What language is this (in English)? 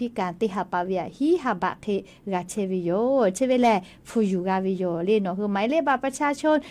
Lahu